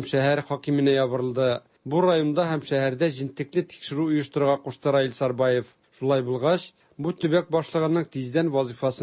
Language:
Tatar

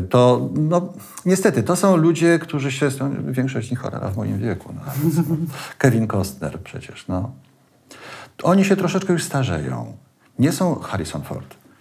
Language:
Polish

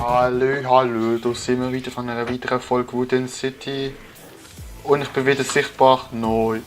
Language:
Swiss German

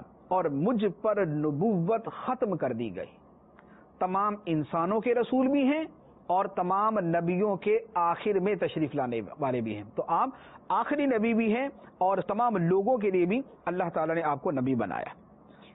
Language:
Urdu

